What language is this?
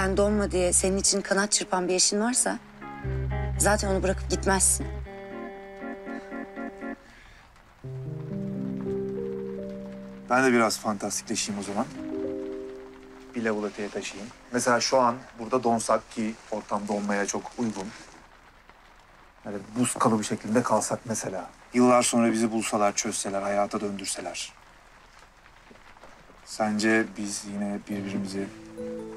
Turkish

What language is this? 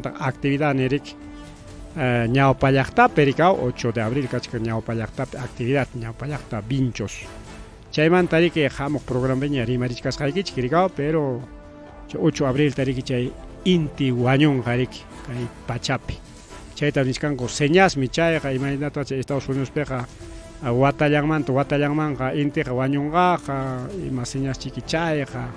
Ayacucho Quechua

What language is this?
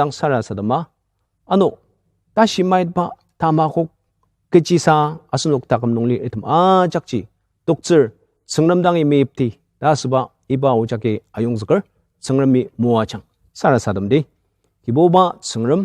Ao Naga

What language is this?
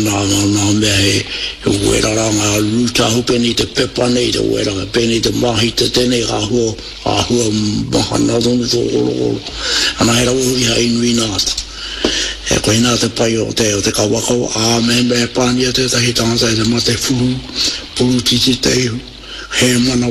Māori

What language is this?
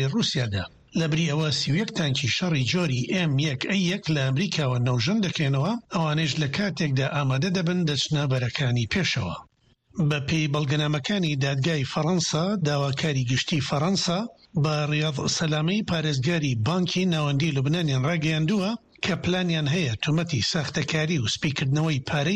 Central Kurdish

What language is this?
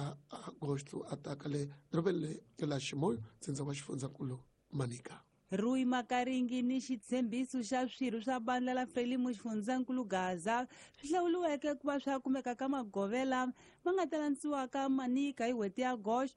Tsonga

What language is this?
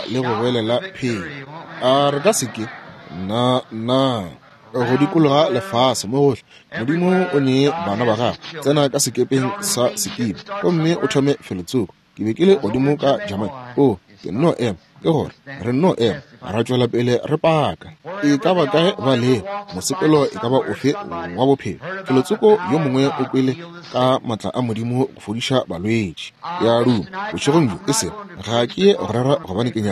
Northern Sotho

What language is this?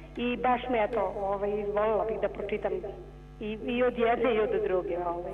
Serbian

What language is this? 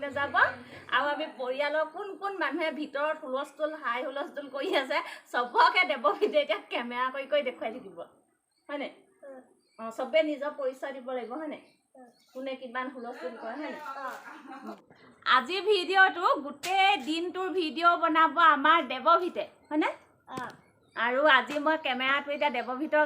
Assamese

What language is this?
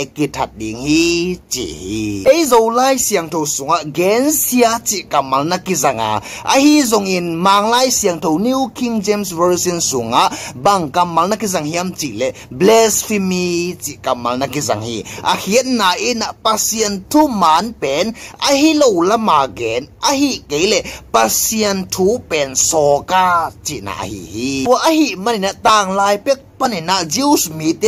Tedim Chin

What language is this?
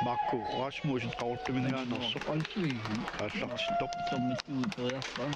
Kalaallisut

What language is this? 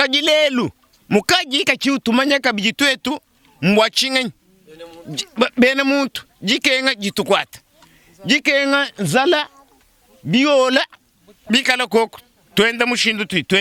Luba-Lulua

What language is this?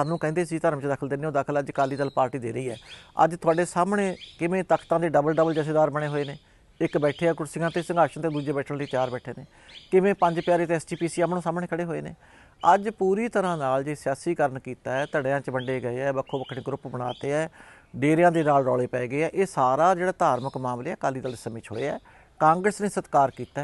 Punjabi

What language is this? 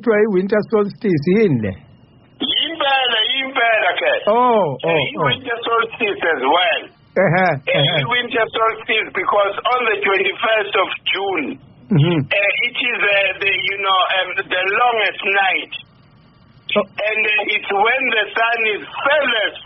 Zulu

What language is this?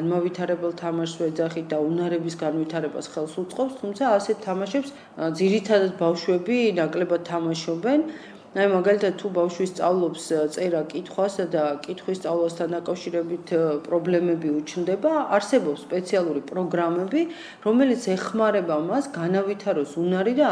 Georgian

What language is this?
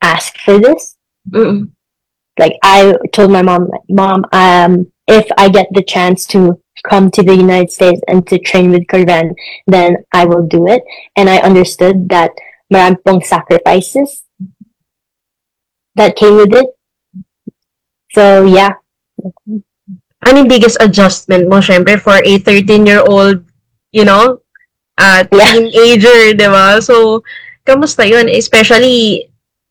Filipino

